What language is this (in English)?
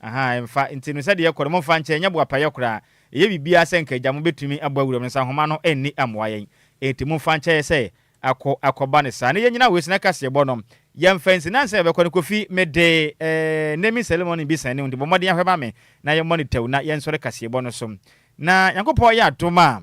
Akan